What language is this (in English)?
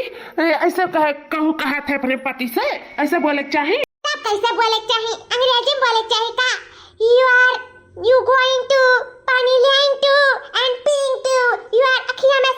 Awadhi